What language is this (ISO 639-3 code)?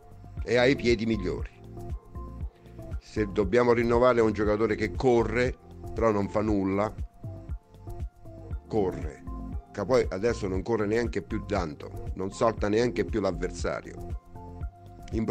ita